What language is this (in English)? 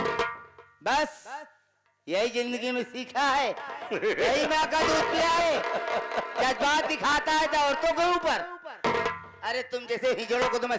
Hindi